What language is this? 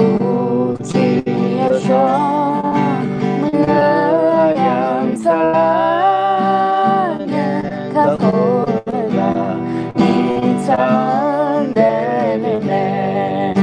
Akha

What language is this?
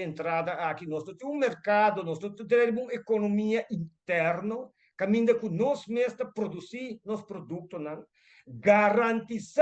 Papiamento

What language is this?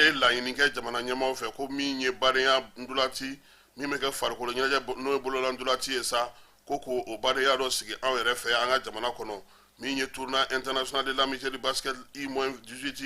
Bambara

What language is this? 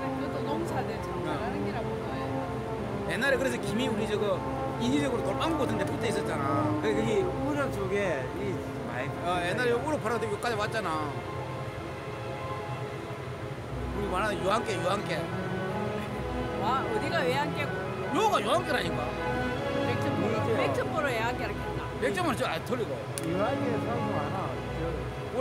Korean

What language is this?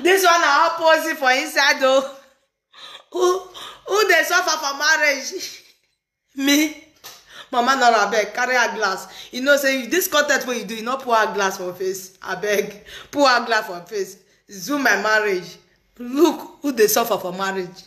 Nigerian Pidgin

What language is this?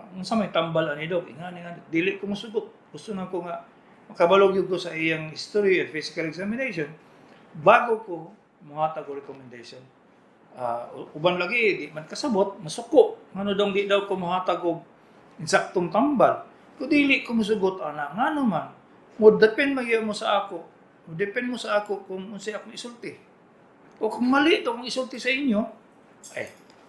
Cebuano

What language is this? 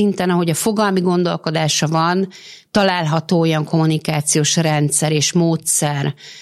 Hungarian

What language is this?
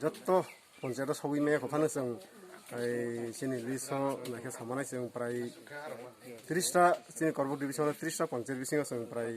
Kok Borok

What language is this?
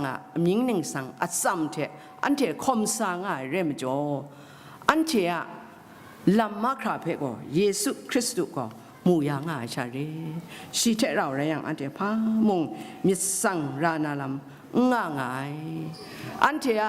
Kachin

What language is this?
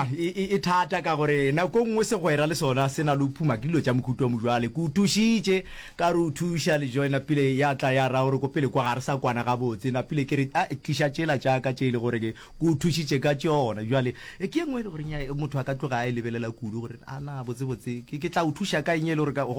Northern Sotho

